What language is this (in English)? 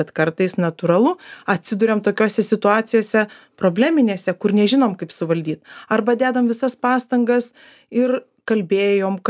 Lithuanian